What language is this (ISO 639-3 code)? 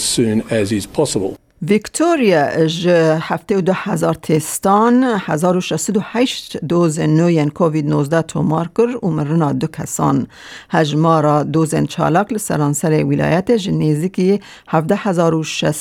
kur